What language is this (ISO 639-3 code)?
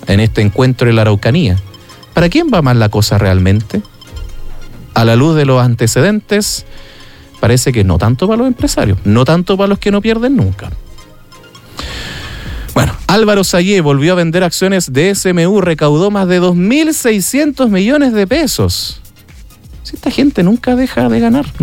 spa